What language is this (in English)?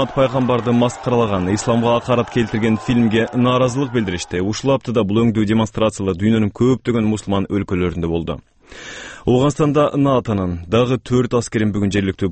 Kyrgyz